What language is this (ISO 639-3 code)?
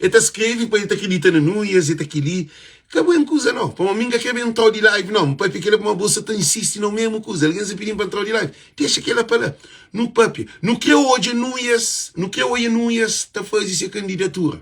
kea